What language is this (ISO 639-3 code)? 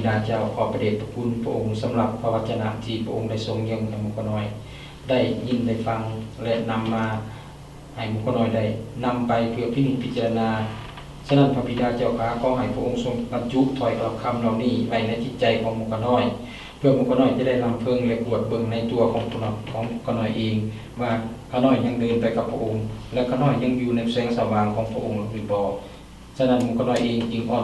lao